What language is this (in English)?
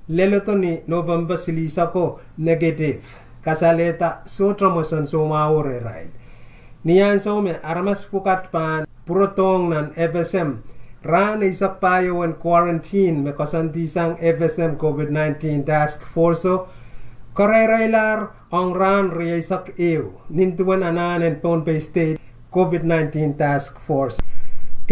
Pohnpeian